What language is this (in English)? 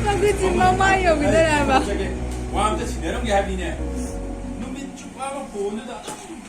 Manipuri